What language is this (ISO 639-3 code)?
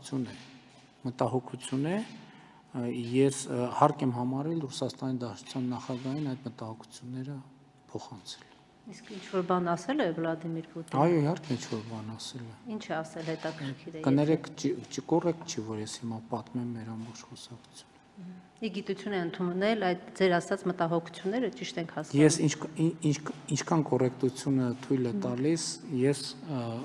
hye